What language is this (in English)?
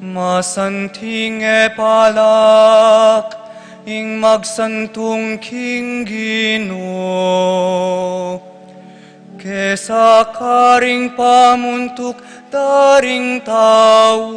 Pampanga